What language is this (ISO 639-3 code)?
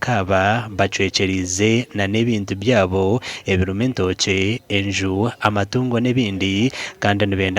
nyn